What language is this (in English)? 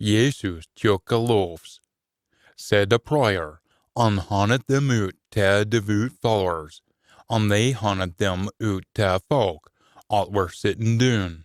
Scots